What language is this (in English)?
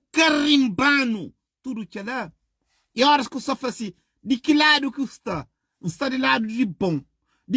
Kabuverdianu